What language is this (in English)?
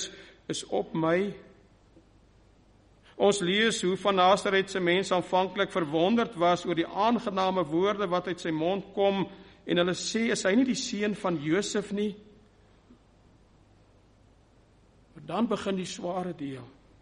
Afrikaans